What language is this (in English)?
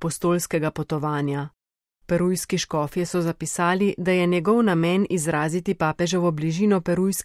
Slovenian